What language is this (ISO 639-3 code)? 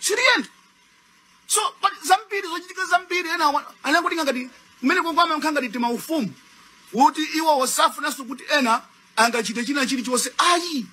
nya